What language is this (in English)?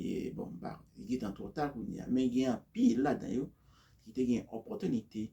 Haitian Creole